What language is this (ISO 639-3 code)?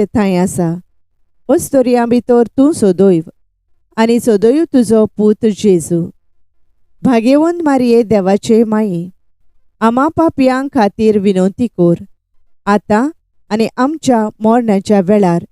kok